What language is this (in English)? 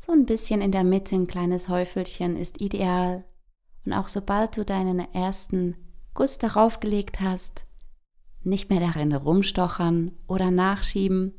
Swiss German